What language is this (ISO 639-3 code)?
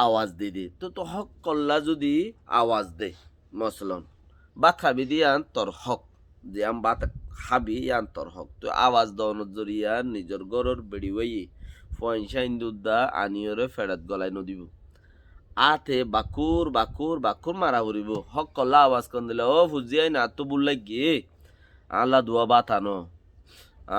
rhg